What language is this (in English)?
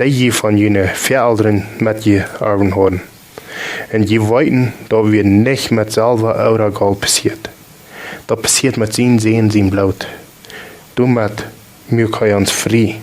Plautdietsch